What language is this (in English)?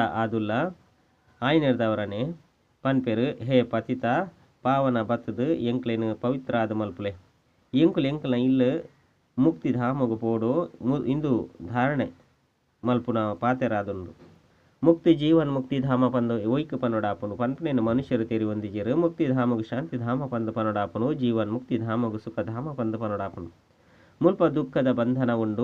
Tulu